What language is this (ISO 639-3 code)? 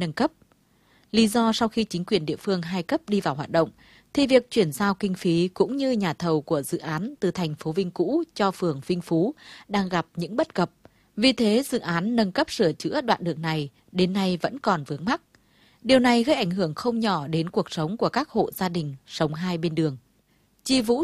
vie